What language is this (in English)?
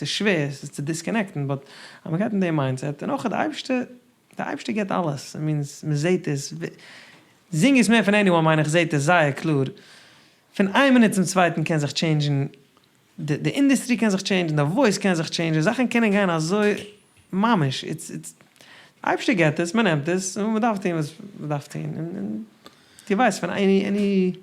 Yiddish